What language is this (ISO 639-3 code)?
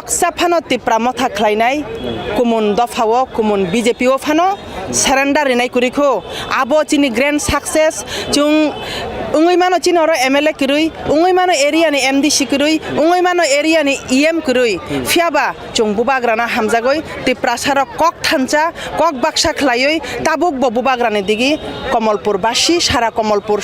trp